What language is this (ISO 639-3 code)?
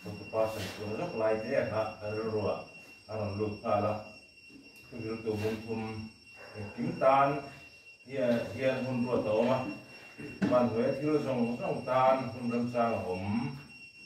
lus